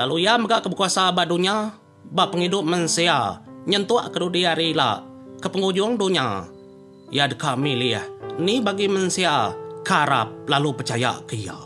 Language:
Iban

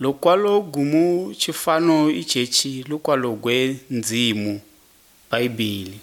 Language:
Malagasy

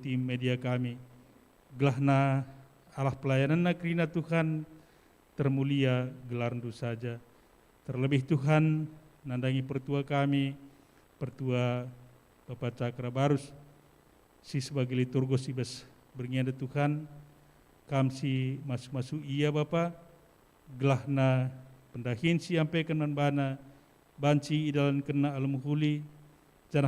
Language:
Batak Karo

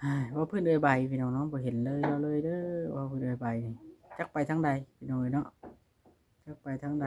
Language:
Lao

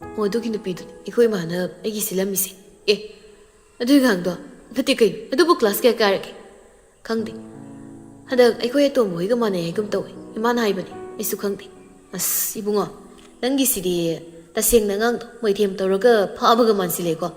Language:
Manipuri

